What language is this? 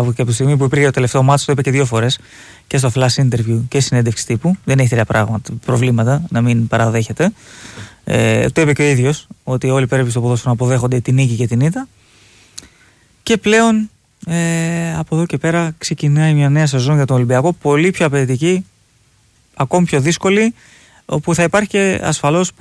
Greek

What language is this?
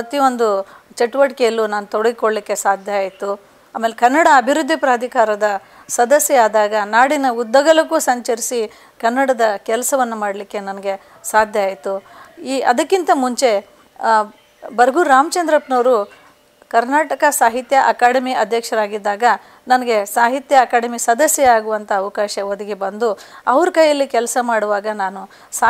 Kannada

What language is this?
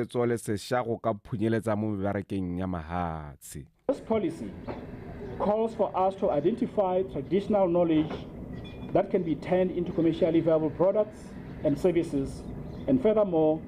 Tswana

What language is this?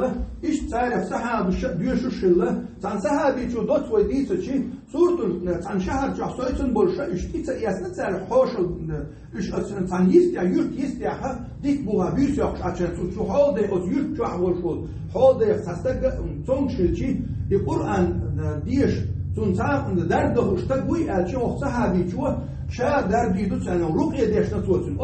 Chechen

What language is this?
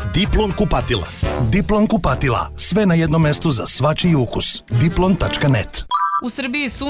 Serbian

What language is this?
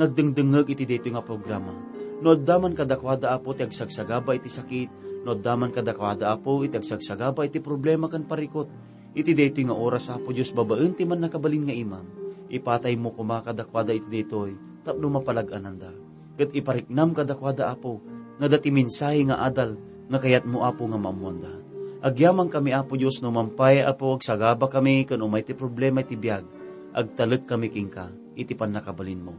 Iloko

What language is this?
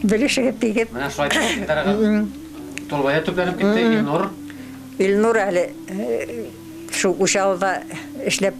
Bashkir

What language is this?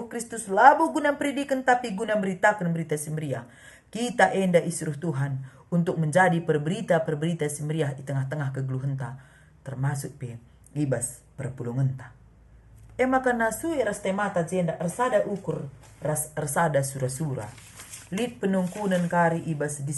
Batak Karo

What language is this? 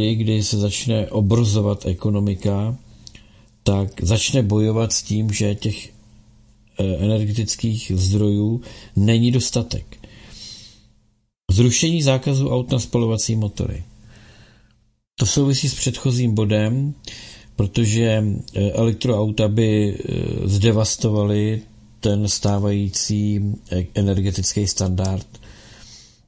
Czech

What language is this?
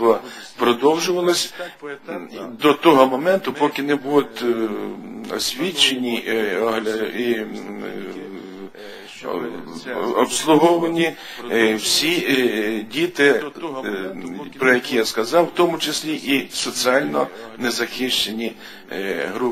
Ukrainian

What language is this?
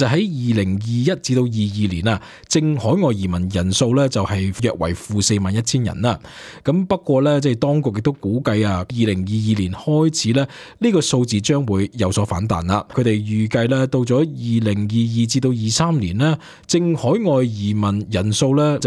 Cantonese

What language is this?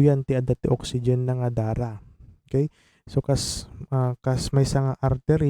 Iloko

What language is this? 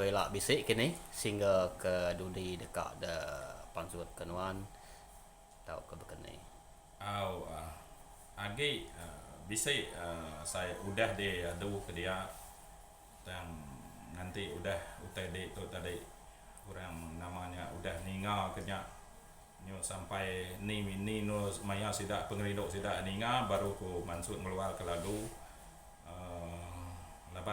Iban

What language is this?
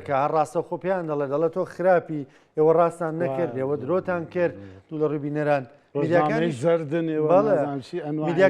Central Kurdish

